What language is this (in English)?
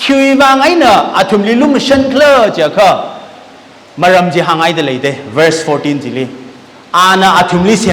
Tangkhul Naga (India)